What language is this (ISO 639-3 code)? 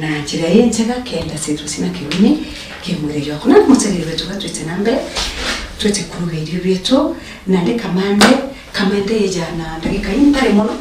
mer